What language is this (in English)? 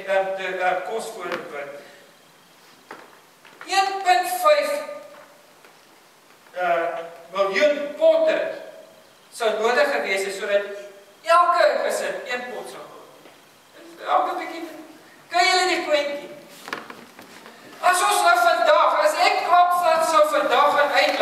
Afrikaans